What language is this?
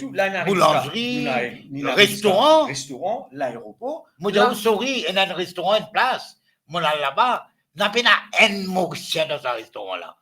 Morisyen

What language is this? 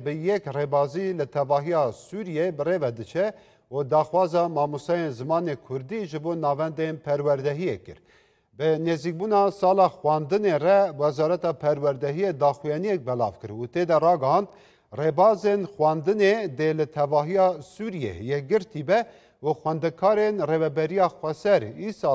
Kurdish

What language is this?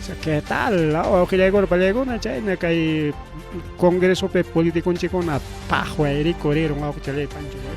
Ayacucho Quechua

